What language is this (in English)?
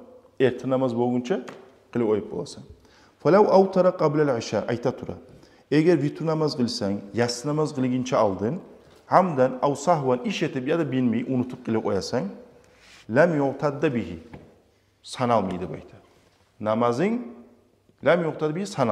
Kumyk